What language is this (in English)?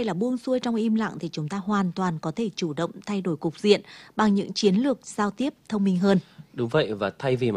Vietnamese